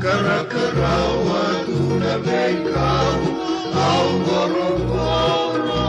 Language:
Fijian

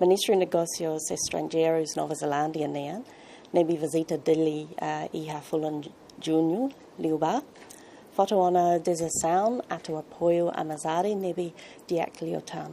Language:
Tetum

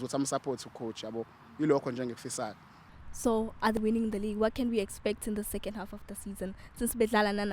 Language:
Zulu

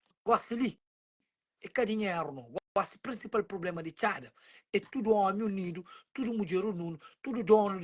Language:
Kabuverdianu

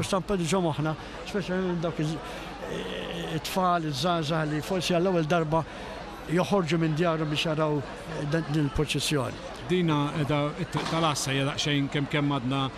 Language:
Maltese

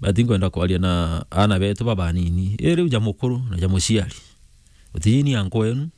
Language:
Meru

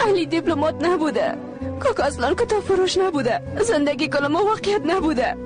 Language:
Persian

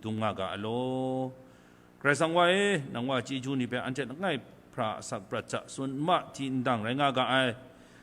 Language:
Kachin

